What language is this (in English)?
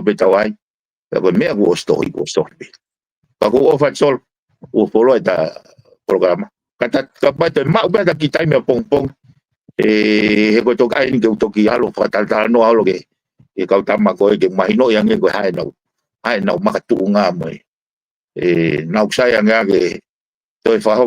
Tongan